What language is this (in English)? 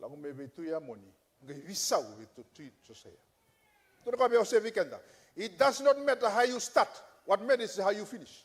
Fijian